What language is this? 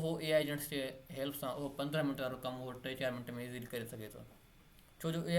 Sindhi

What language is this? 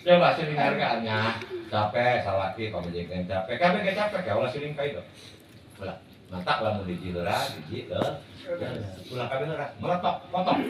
Sundanese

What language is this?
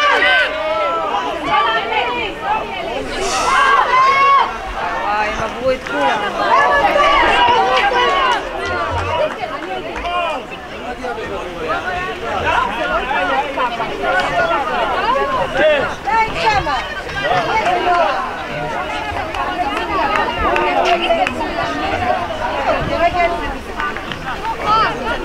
Hebrew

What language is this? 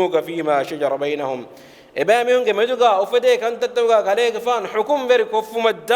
Divehi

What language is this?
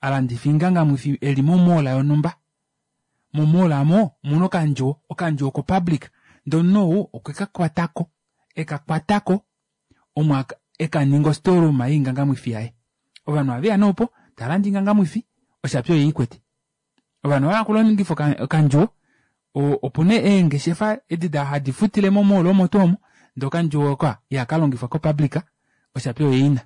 Kuanyama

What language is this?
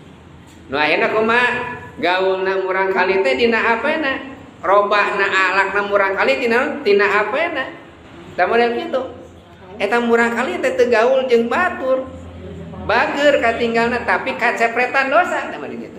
Sundanese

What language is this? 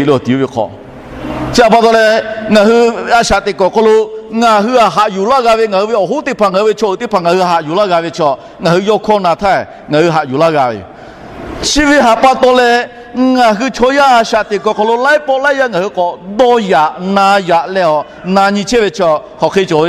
Lahu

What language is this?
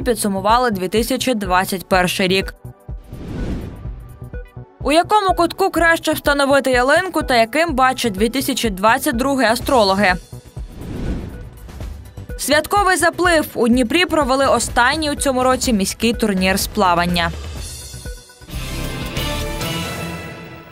Ukrainian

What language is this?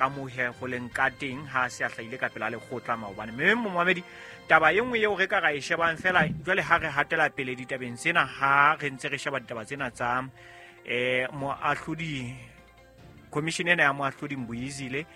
Southern Sotho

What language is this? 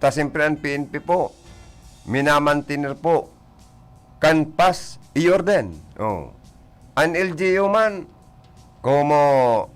Bikol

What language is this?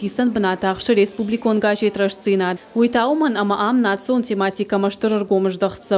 Ossetic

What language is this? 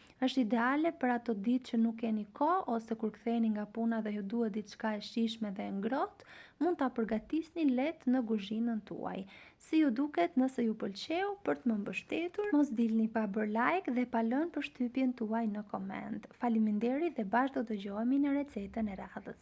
Albanian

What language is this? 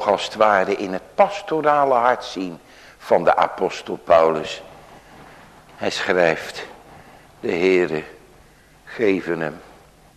Dutch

